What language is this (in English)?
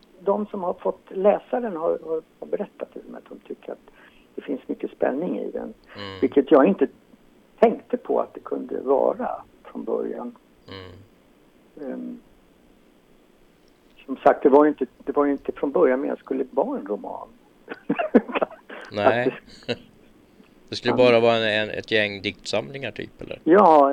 Swedish